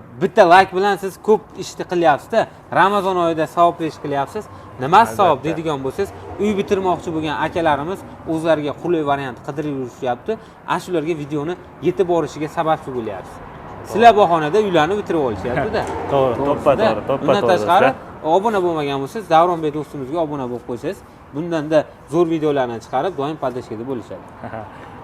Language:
Uzbek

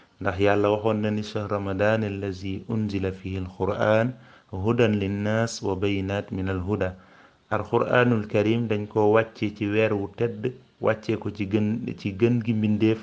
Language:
Wolof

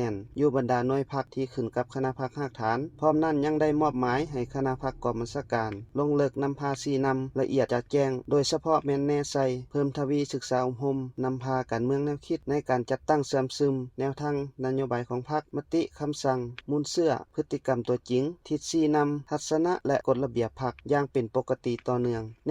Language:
Lao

